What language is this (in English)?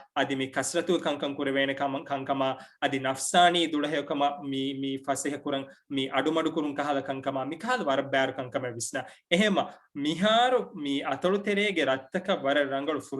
Divehi